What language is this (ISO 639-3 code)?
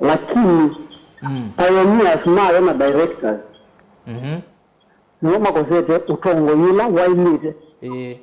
kam